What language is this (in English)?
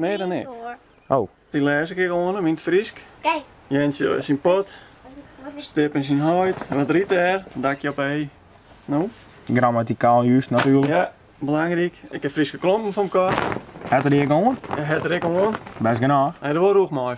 Western Frisian